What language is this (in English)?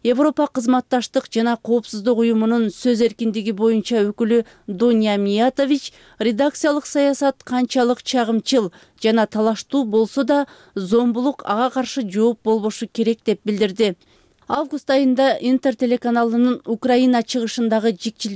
Kyrgyz